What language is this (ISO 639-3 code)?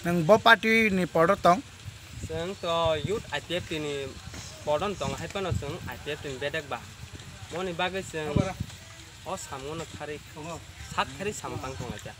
trp